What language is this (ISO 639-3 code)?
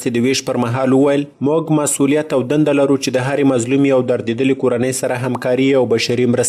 pus